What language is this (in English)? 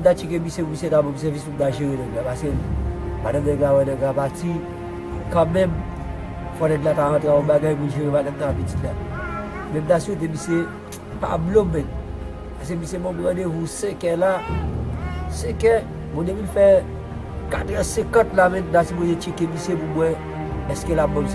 Haitian Creole